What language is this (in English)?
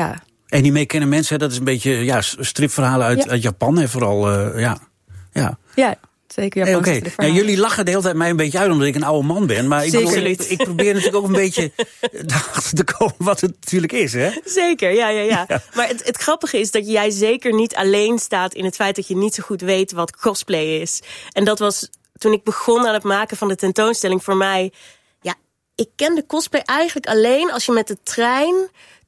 Dutch